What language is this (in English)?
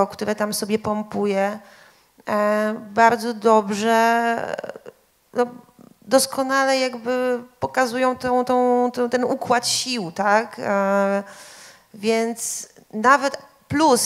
Polish